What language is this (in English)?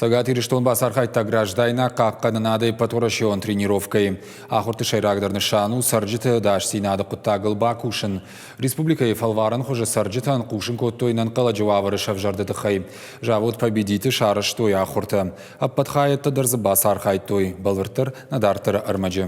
Ossetic